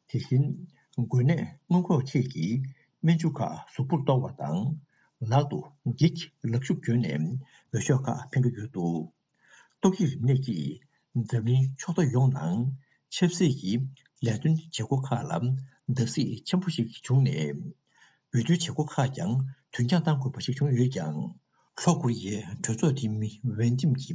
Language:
Tibetan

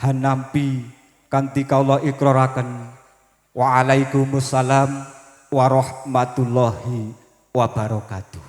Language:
Javanese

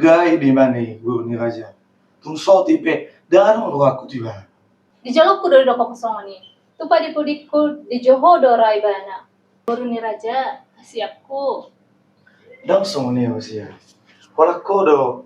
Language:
Batak Toba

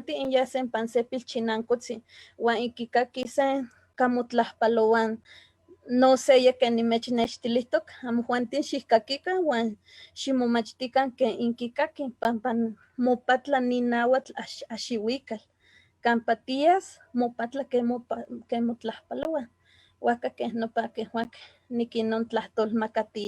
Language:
Eastern Huasteca Nahuatl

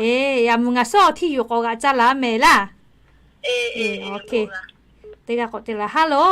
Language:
Lahu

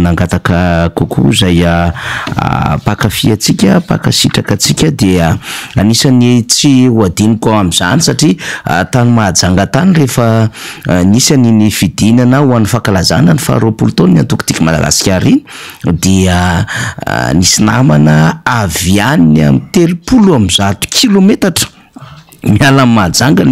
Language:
Malagasy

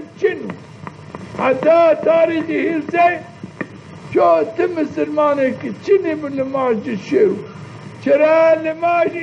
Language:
Zaza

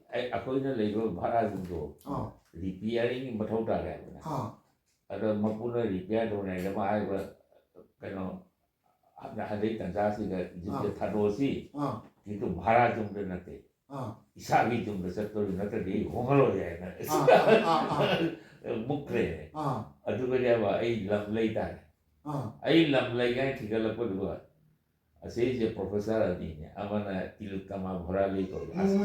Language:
Manipuri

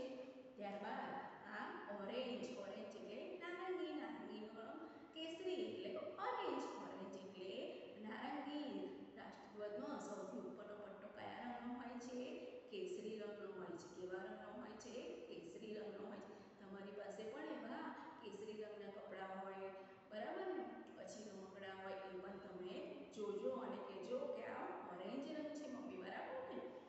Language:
Gujarati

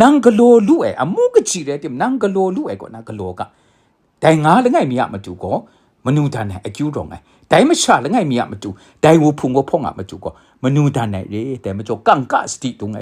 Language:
Kachin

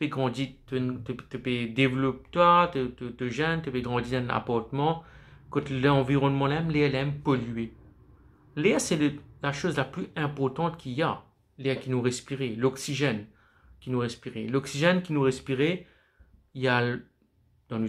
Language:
Morisyen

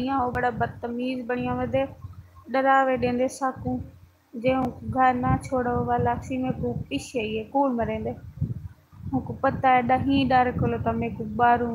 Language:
Saraiki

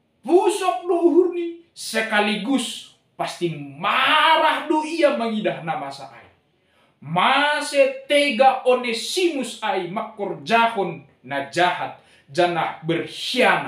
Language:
Batak Simalungun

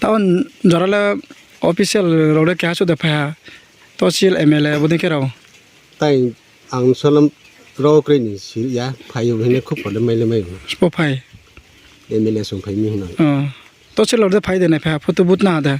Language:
Riang (India)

